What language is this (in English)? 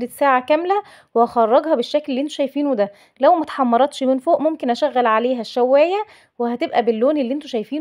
Egyptian Arabic